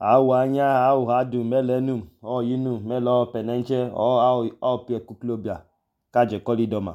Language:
Idoma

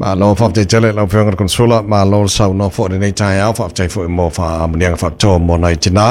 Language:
Samoan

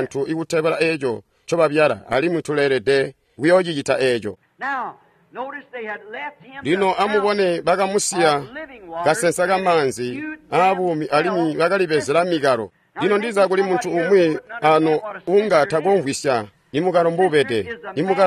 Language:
Tonga (Zambia)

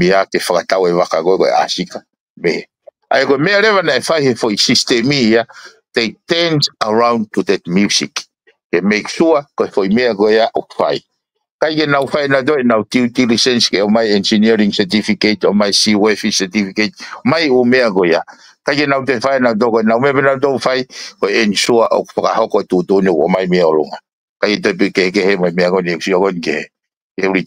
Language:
Tongan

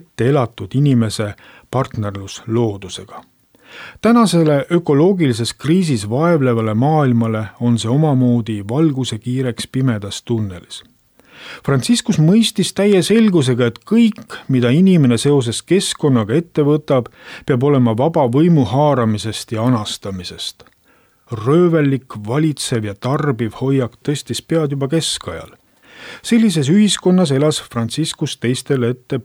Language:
Estonian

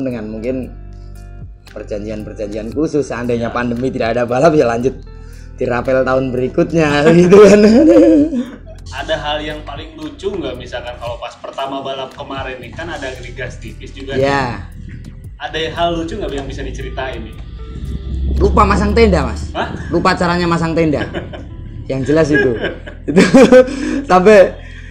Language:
Indonesian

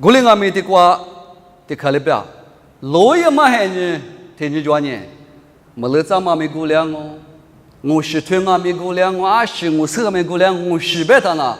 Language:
Lisu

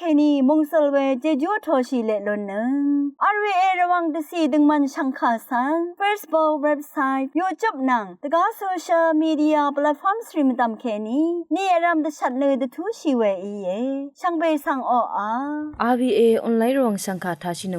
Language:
Rawang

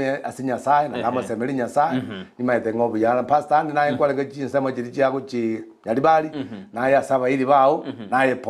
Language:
Gusii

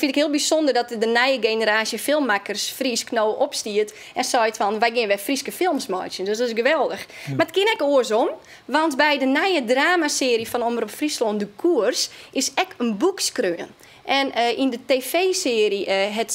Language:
Western Frisian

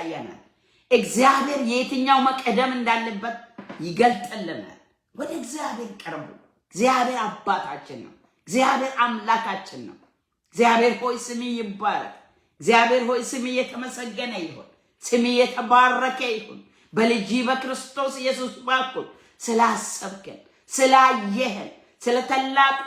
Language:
Amharic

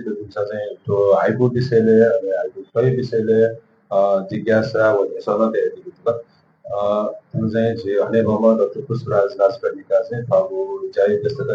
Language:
Newari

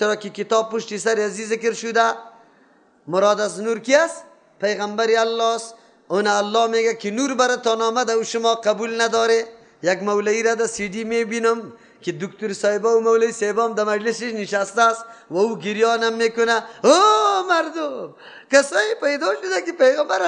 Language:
Persian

